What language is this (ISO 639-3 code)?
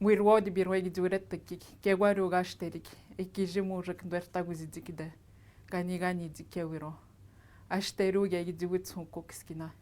atj